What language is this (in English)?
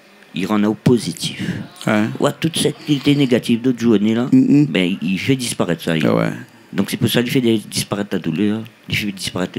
Réunion Creole French